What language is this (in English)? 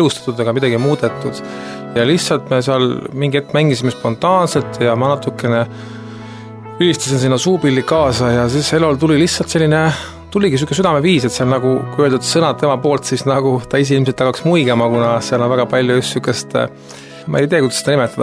Estonian